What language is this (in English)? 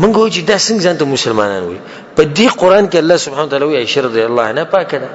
Pashto